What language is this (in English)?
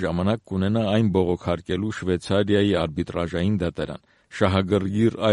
Armenian